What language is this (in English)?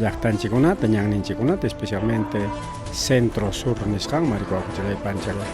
Ayacucho Quechua